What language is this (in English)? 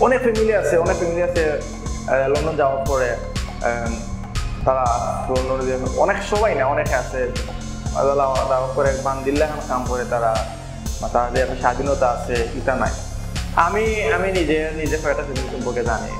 Sylheti